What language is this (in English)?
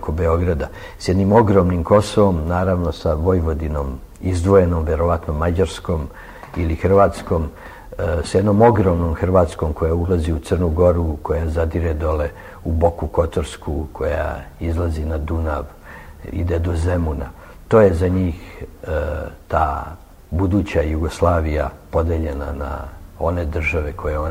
Serbian